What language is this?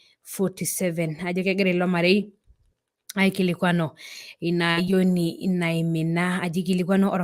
Masai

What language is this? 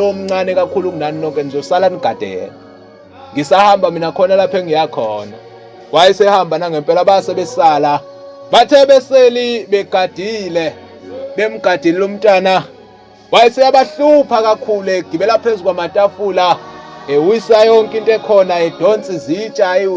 Zulu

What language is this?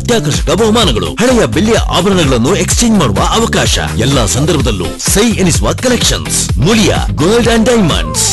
Kannada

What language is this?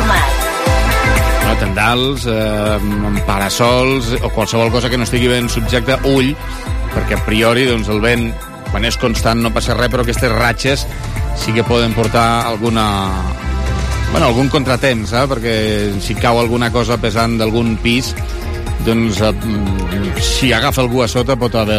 Catalan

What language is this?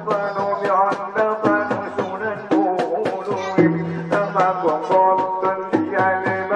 Batak Angkola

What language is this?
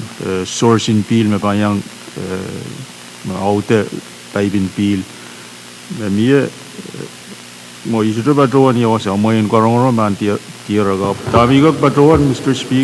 Pohnpeian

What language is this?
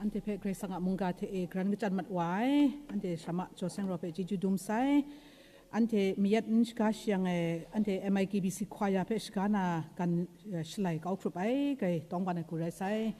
Kachin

